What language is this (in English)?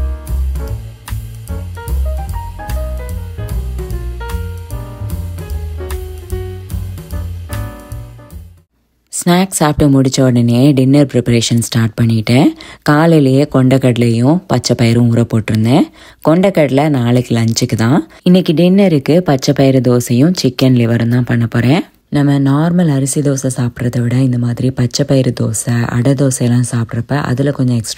Tamil